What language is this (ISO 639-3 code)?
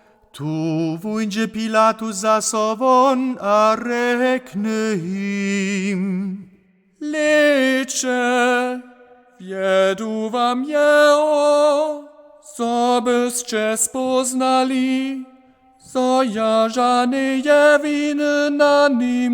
hsb